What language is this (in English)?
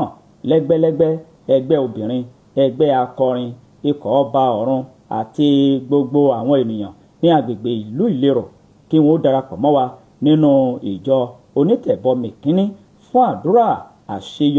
Yoruba